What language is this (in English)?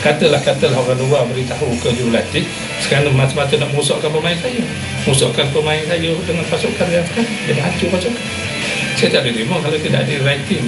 Malay